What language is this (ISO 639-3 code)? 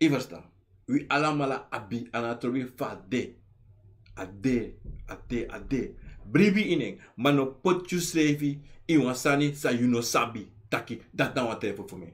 srn